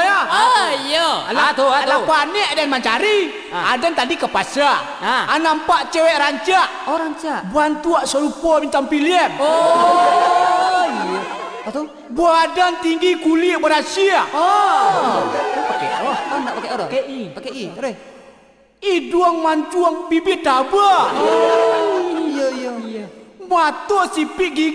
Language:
Minangkabau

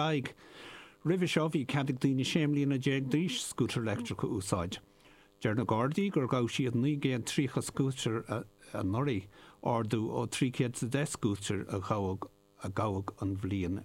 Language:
Irish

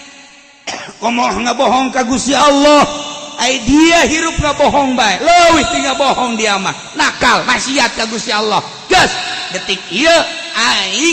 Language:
Sundanese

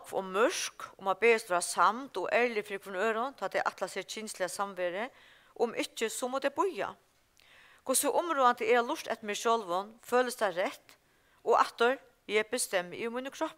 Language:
Faroese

